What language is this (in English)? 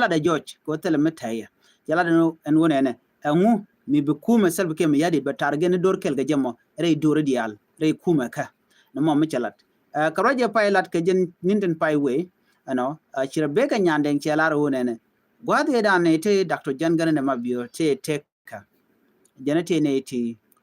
Nuer